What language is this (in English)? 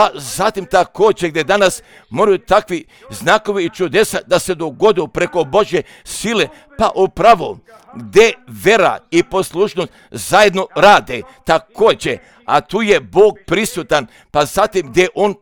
Croatian